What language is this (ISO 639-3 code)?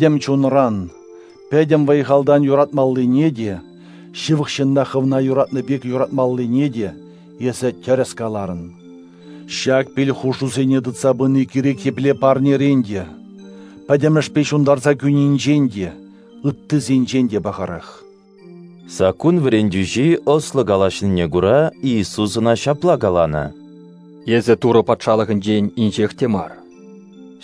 chv